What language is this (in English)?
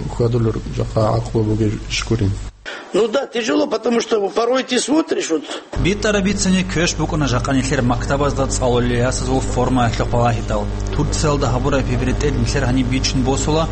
Avaric